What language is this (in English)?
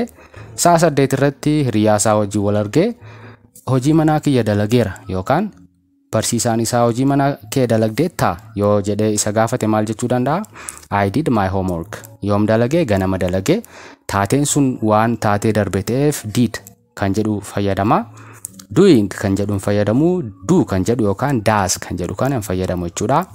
Oromo